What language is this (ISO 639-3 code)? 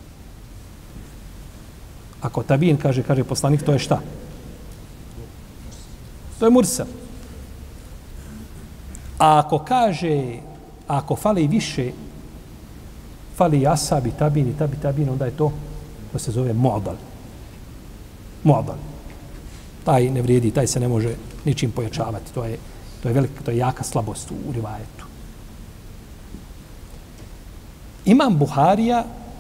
bos